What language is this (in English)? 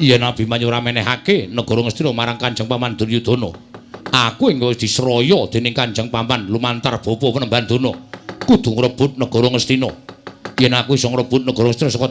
Javanese